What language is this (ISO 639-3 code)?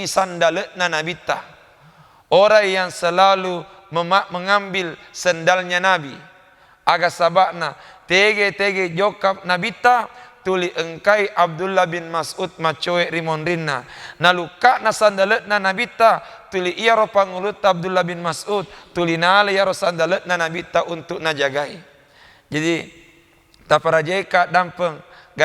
bug